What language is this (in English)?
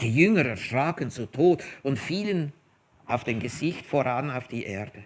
Swiss German